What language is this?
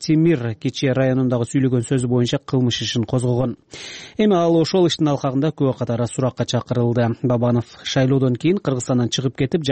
Kyrgyz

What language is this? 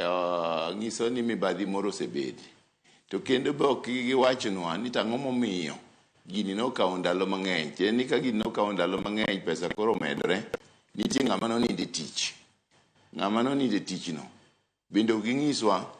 Luo (Kenya and Tanzania)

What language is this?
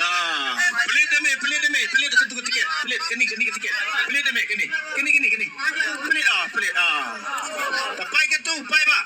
Khasi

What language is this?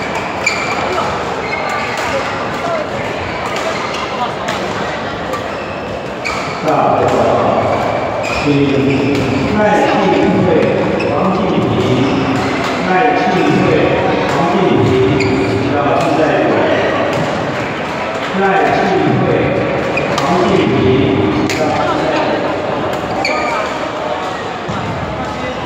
Chinese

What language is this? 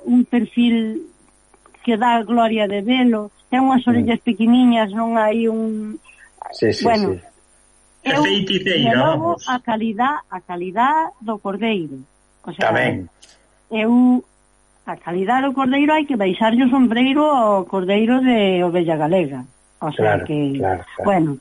Galician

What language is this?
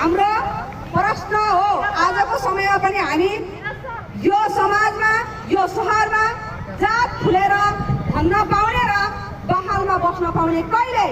Nepali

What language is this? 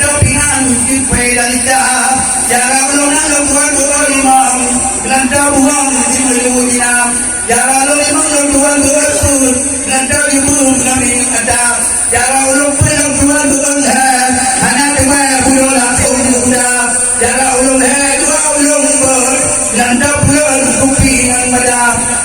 Achinese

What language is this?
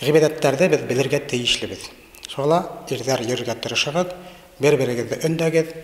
Bashkir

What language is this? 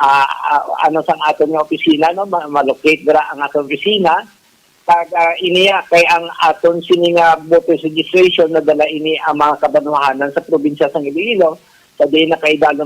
Hiligaynon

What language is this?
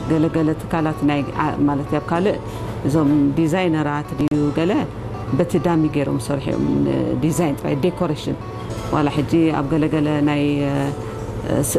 Tigrinya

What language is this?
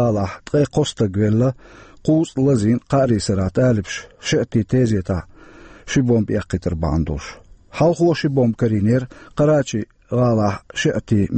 Chechen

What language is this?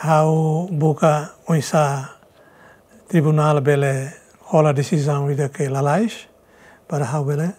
Tetum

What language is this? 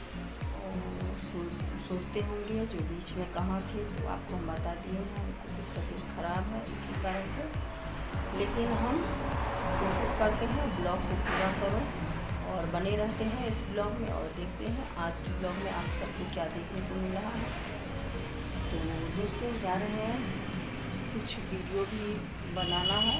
Hindi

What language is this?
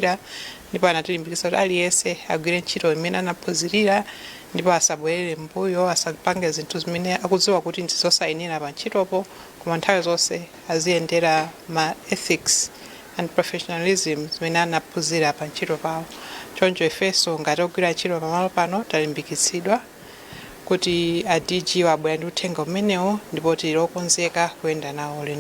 Nyanja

